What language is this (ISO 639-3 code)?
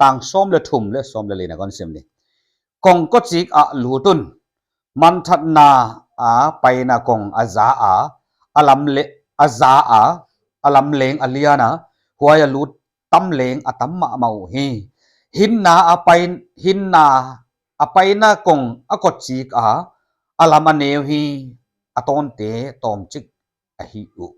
pck